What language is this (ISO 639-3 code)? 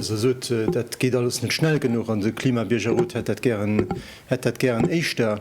ltz